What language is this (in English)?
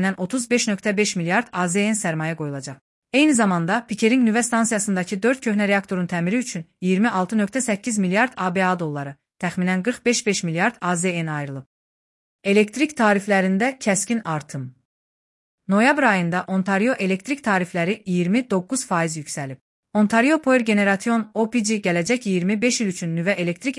Azerbaijani